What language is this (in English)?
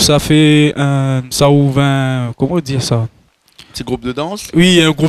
Réunion Creole French